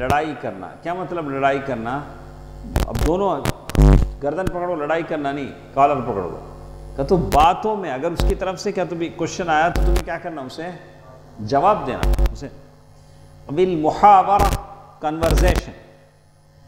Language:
Urdu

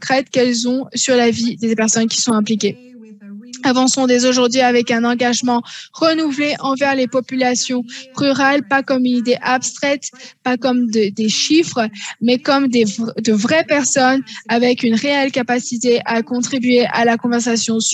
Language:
French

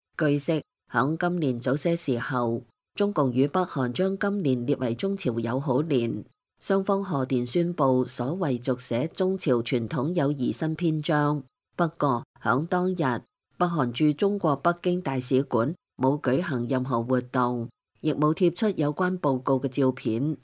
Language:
Cantonese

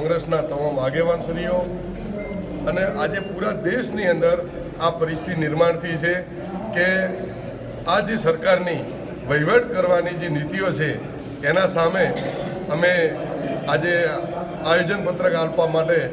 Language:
Gujarati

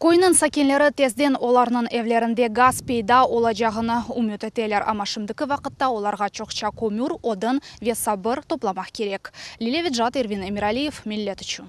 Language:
Crimean Tatar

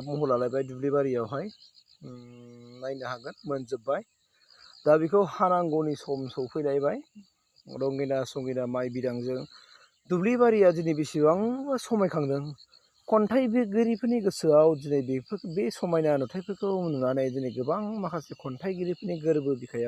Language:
Bodo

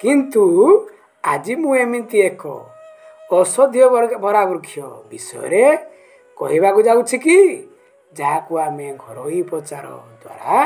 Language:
Odia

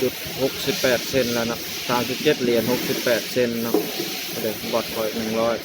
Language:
Lao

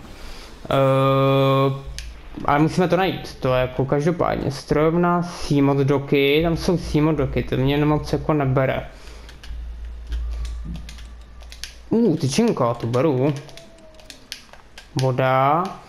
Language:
Czech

